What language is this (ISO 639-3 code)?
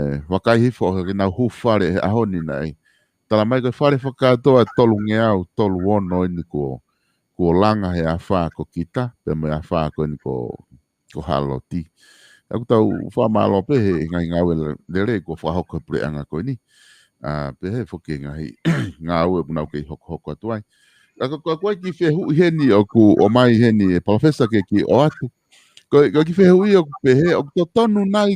ton